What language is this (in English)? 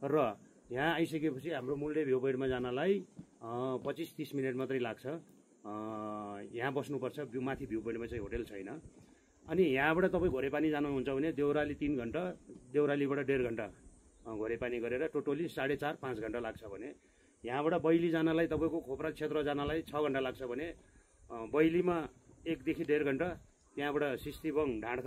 Nepali